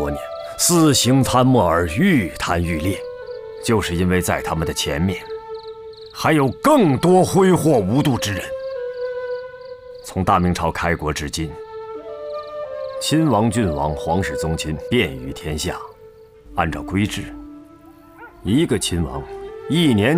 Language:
Chinese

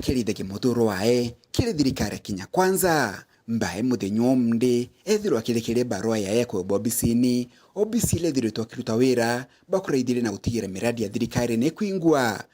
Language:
Meru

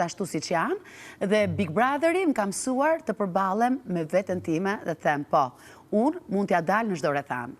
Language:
Albanian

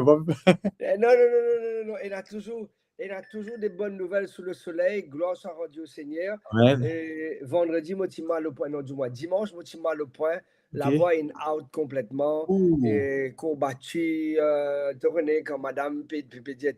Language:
Morisyen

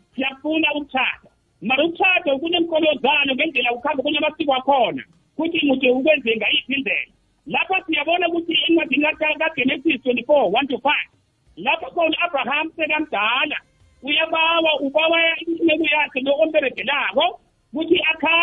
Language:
South Ndebele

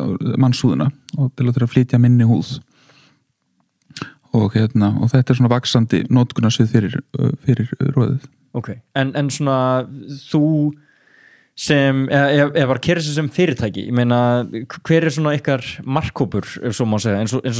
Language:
Icelandic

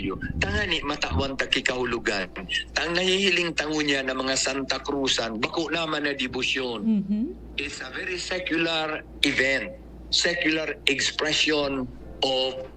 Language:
Bikol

